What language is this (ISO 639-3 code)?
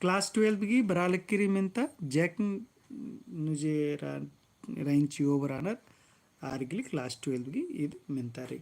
kru